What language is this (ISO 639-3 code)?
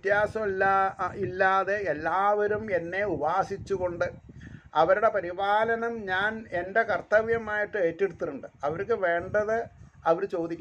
mal